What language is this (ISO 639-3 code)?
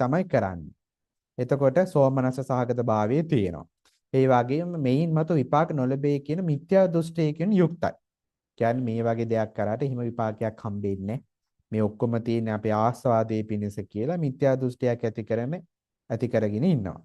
sin